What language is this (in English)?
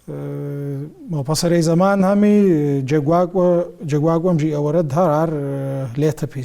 Kabardian